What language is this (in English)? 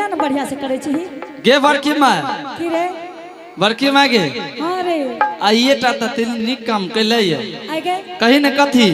Angika